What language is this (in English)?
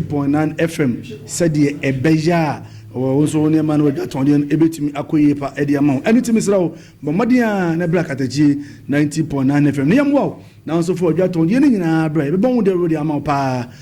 Akan